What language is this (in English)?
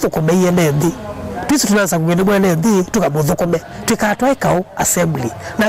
Kamba